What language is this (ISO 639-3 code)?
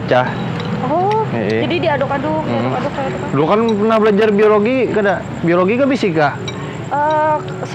bjn